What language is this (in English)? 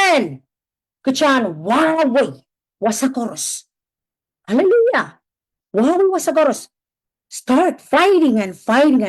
Pohnpeian